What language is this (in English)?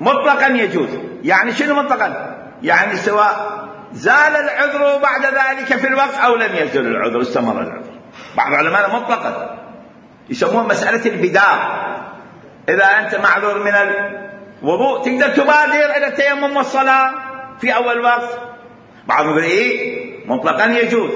Mesopotamian Arabic